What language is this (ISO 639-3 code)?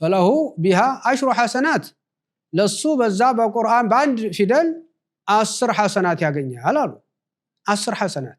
amh